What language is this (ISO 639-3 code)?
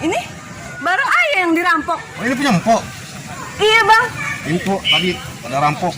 bew